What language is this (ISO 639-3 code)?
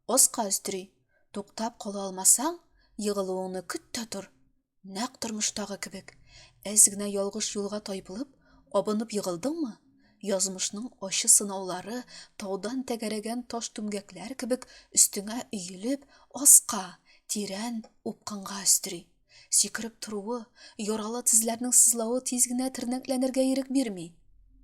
tat